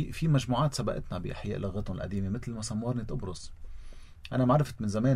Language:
North Levantine Arabic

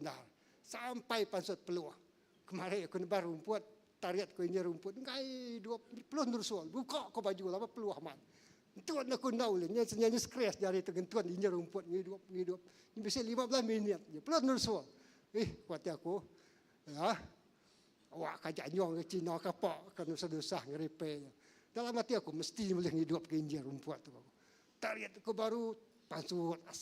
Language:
Iban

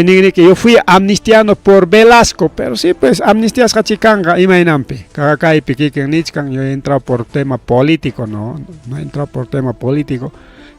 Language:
Ayacucho Quechua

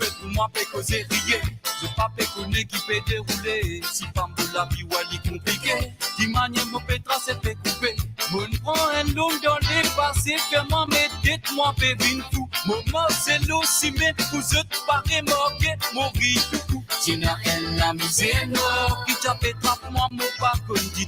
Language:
Morisyen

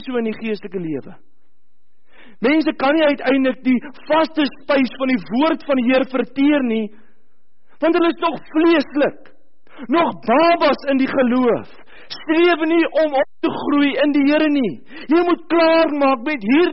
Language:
Afrikaans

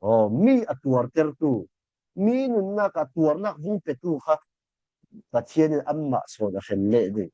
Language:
Falam Chin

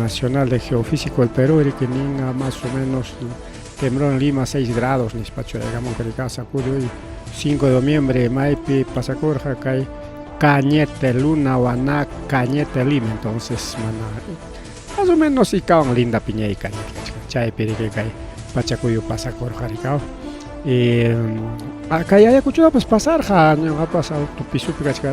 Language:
Ayacucho Quechua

